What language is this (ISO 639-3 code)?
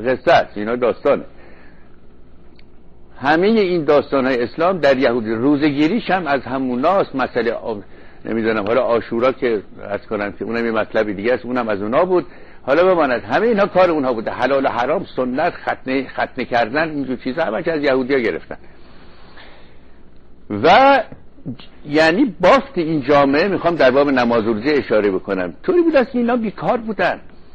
fas